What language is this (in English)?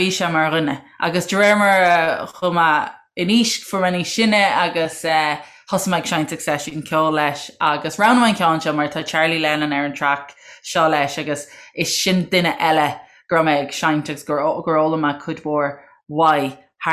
Irish